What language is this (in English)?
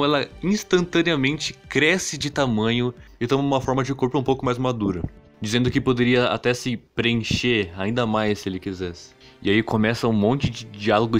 Portuguese